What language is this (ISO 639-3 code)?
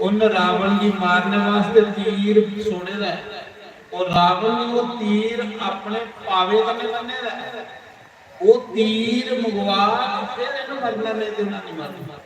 doi